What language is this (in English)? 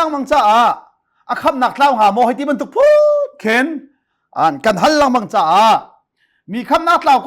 Hakha Chin